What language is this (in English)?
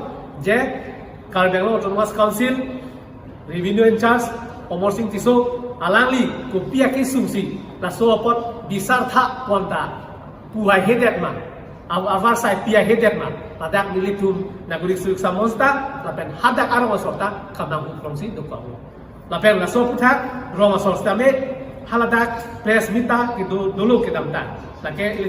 Karbi